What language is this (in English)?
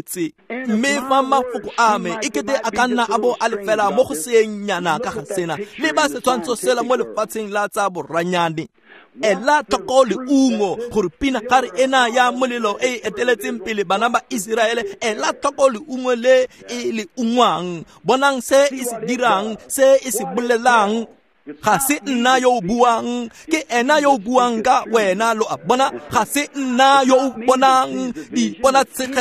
Tswana